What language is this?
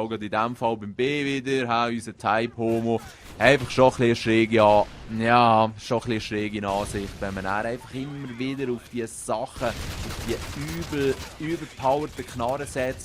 Swiss German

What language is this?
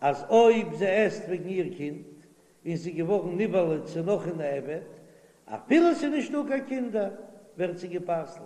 Yiddish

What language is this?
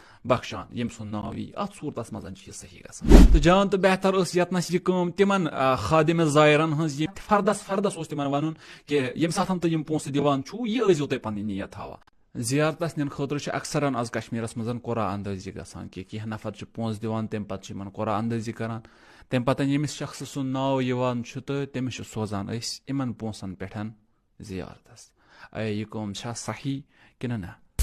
Kashmiri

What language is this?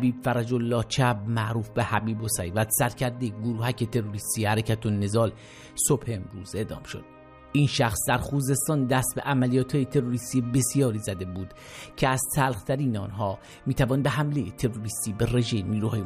Persian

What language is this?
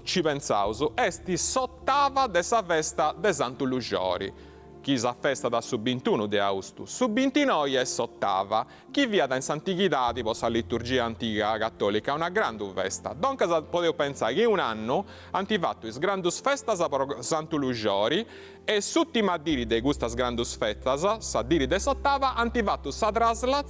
Sardinian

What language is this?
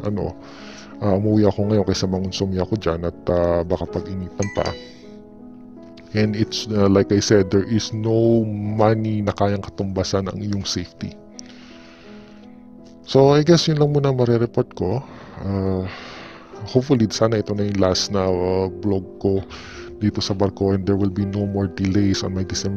Filipino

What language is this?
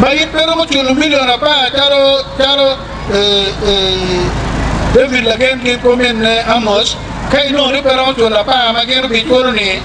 Acoli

